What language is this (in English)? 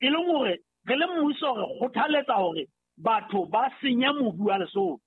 Southern Sotho